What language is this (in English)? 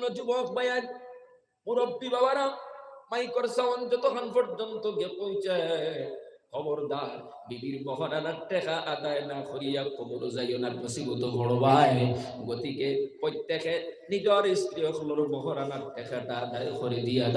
Sylheti